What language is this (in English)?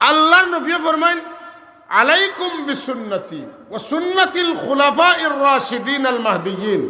Sylheti